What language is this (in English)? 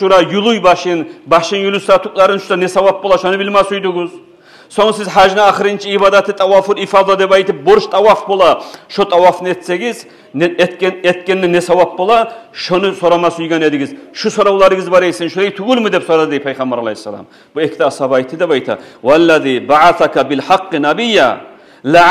Kumyk